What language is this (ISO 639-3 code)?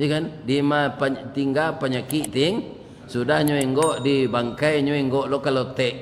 min